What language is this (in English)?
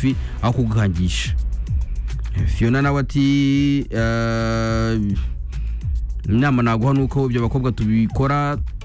Kinyarwanda